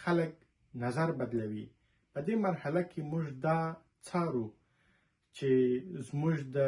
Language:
Pashto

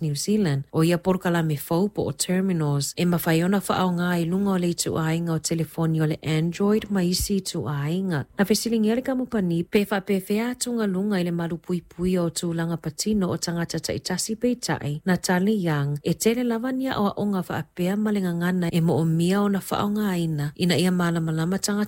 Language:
Samoan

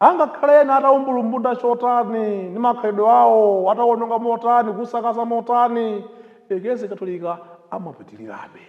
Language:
Nyanja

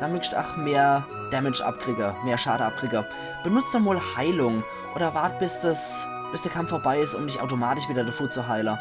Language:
Palatine German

